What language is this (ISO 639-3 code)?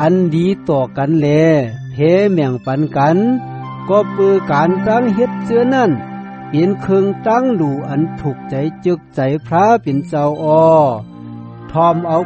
shn